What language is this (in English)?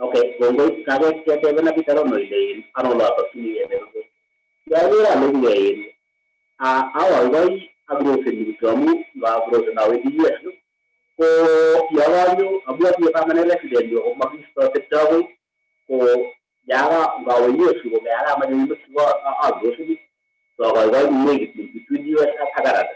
Kalenjin